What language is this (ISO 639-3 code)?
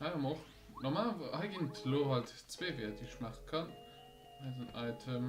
ltz